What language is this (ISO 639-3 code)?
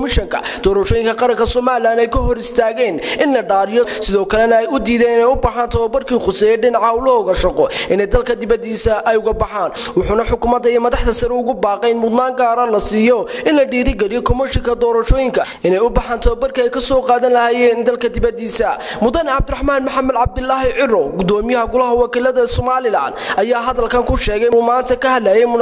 som